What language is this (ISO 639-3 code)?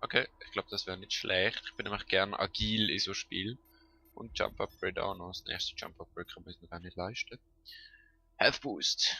gsw